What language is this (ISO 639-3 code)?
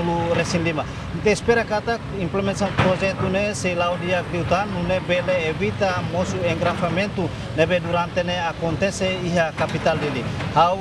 tet